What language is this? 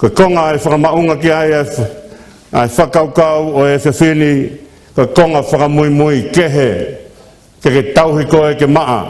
Tongan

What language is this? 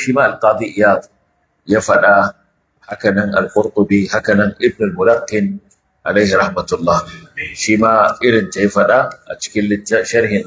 Hausa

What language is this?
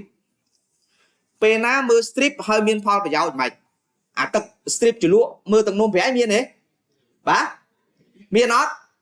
Khmer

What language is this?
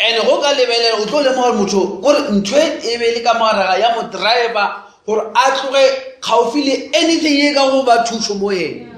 Northern Sotho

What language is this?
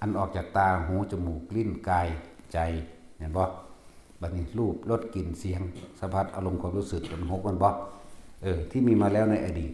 Northeastern Thai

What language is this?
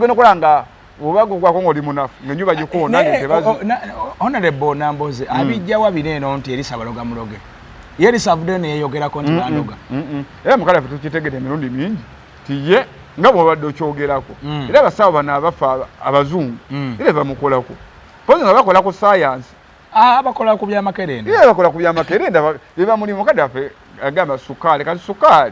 Ganda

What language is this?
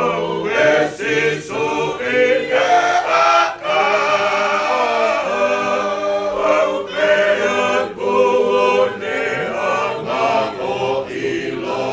Tongan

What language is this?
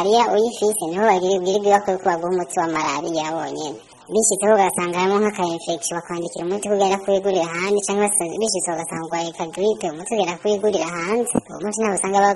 Rundi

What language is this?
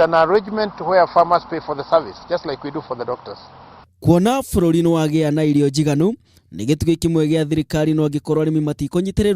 Kikuyu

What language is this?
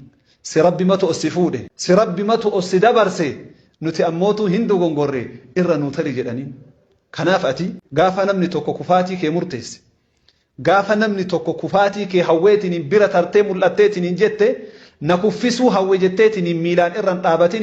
Oromo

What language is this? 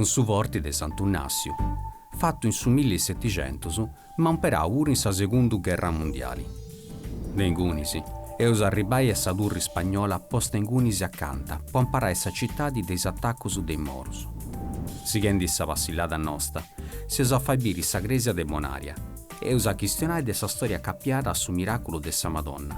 Sardinian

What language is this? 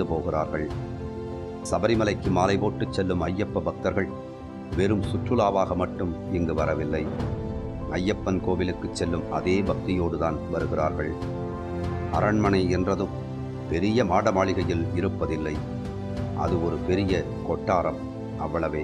Tamil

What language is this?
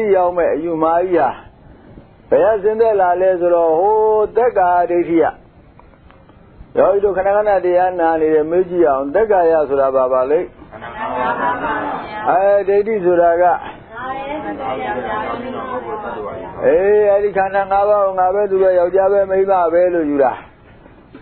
Burmese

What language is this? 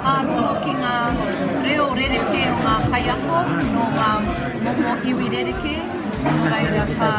Māori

